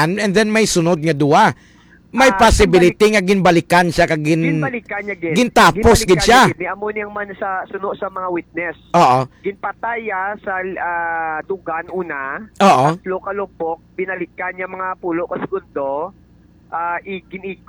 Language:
Hiligaynon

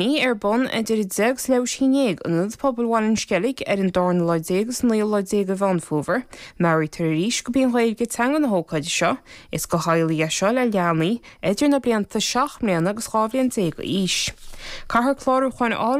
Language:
Irish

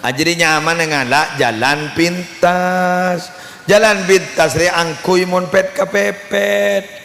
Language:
Madurese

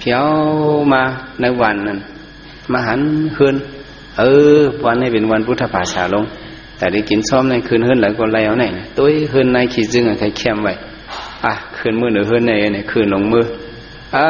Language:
Shan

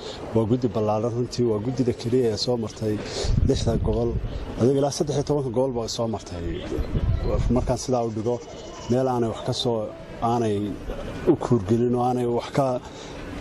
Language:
Somali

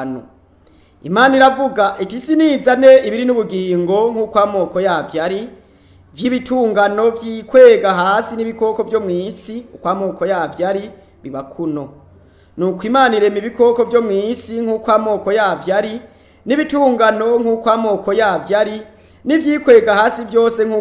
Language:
Rundi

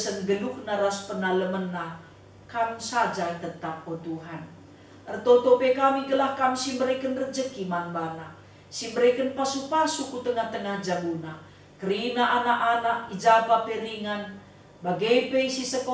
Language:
Batak Karo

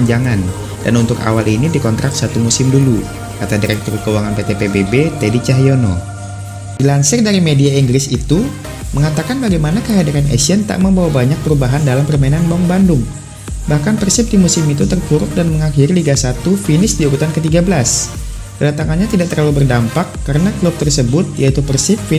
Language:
Indonesian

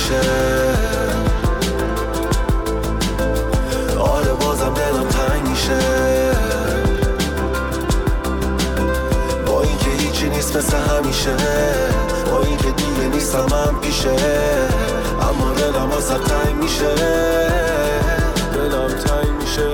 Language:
Persian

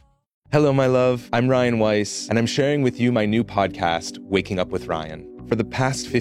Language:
English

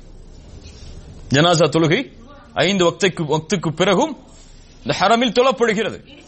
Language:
Tamil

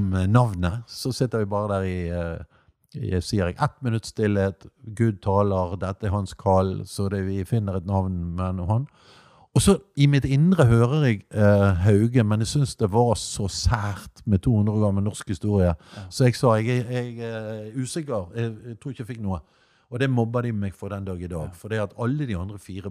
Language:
Norwegian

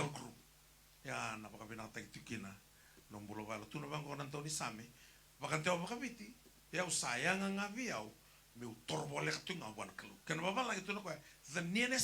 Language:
Fijian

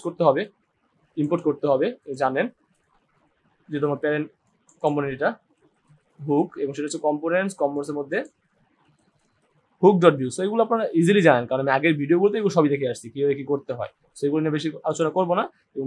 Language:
Bangla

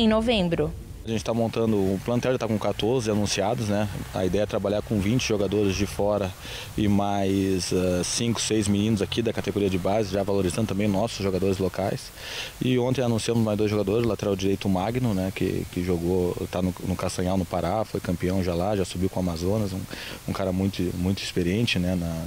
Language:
Portuguese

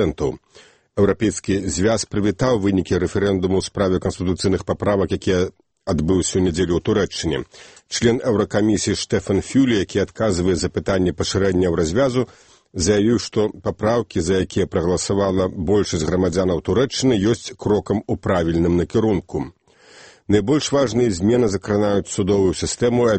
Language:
Belarusian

